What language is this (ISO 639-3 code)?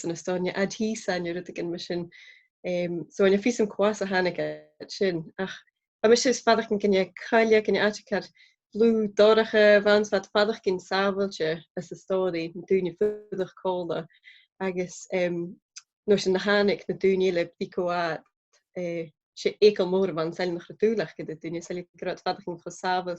gla